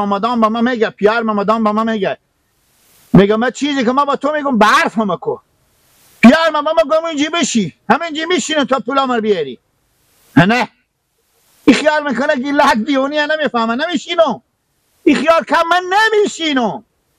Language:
Persian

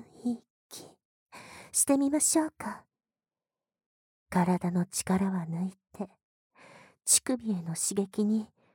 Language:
Japanese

